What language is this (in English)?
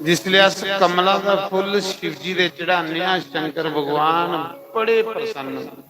Dogri